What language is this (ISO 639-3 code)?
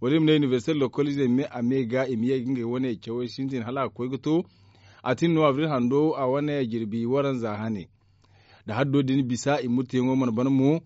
dje